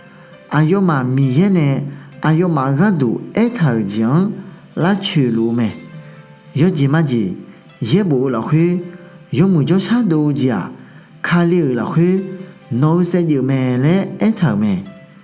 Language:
Akha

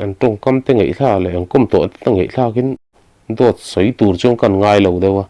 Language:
Mizo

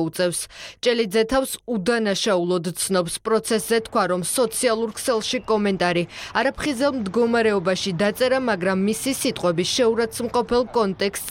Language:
Georgian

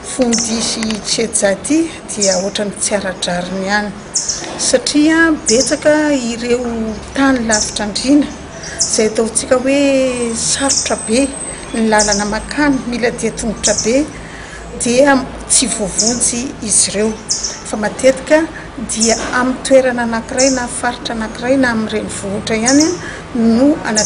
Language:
Malagasy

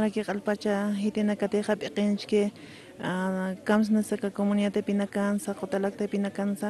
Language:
Aymara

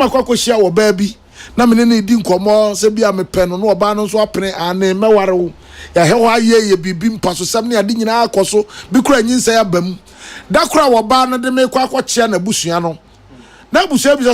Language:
Akan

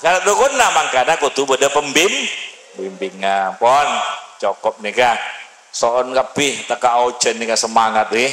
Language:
Madurese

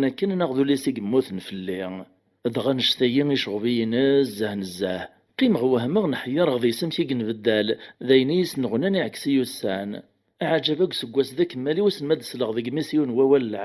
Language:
Kabyle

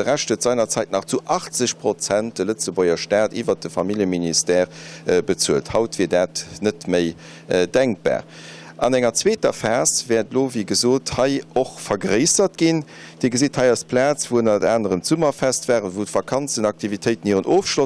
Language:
Luxembourgish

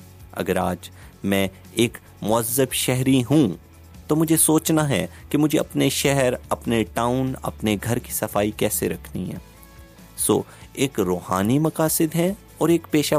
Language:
Urdu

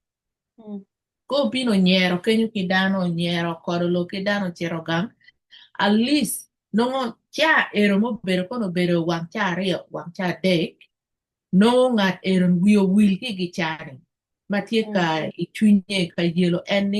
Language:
Acoli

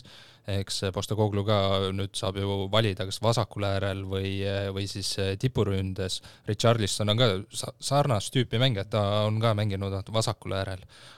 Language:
Estonian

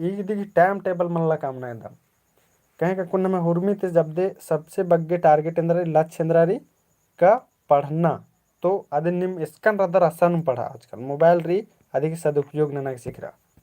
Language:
Kurukh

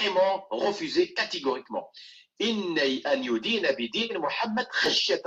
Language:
Kabyle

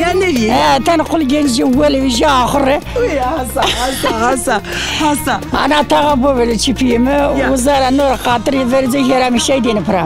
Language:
Zaza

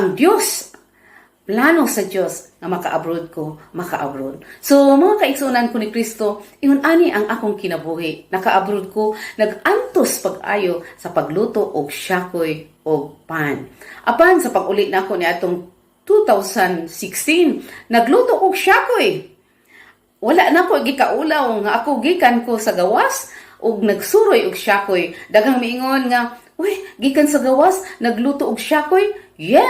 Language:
Cebuano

